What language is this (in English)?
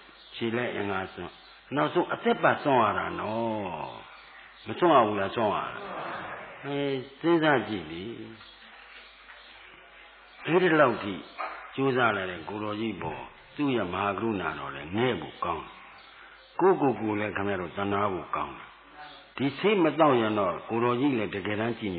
Burmese